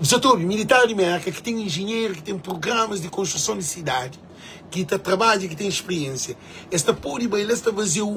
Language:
Kabuverdianu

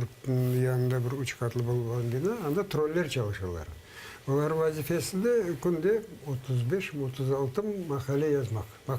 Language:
Crimean Tatar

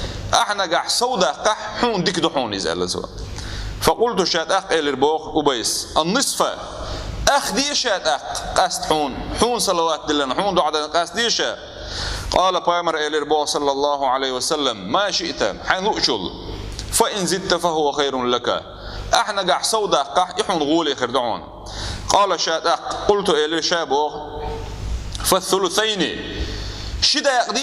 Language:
Chechen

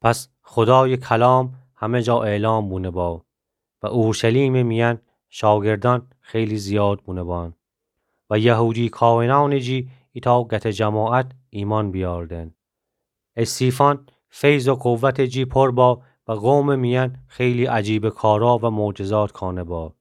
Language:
Gilaki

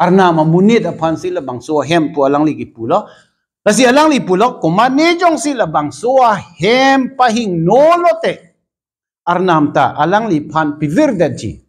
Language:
Karbi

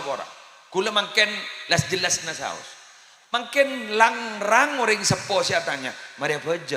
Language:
Madurese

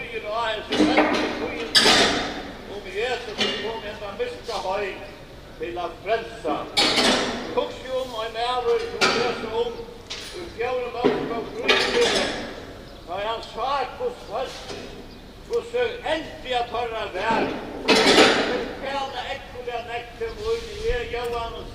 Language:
Faroese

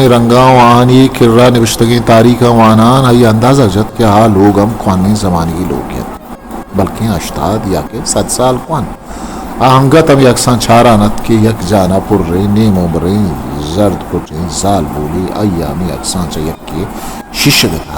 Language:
Eastern Balochi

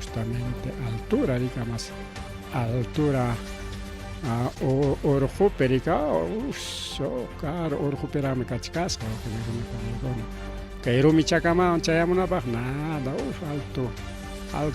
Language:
Ayacucho Quechua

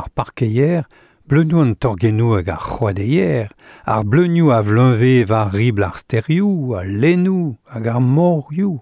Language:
Breton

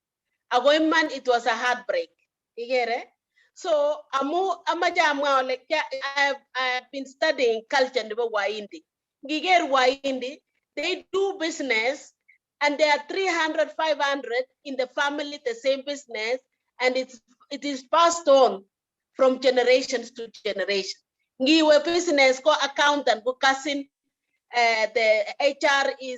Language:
Kalenjin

